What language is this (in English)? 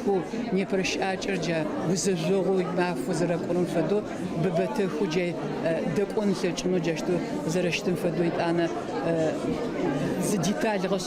Adyghe